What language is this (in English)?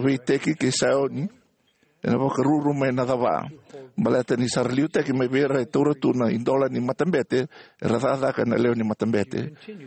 Fijian